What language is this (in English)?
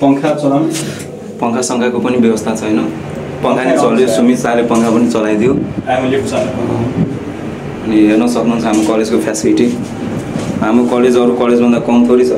Nepali